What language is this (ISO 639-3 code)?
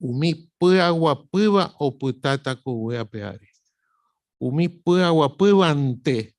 grn